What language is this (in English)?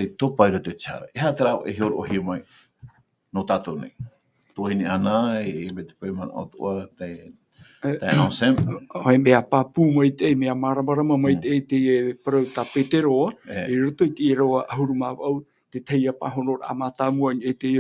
Tahitian